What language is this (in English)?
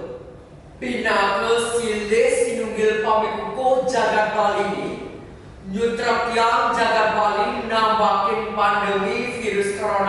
Balinese